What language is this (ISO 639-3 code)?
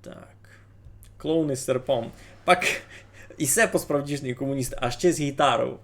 rue